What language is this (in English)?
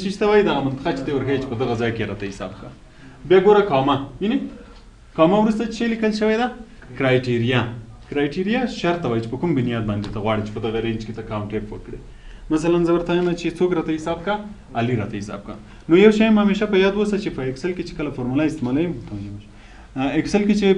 Pashto